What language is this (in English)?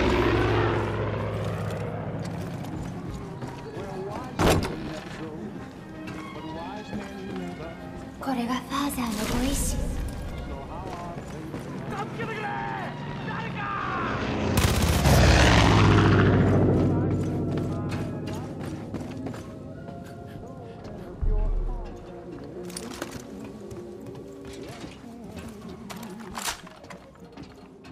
Japanese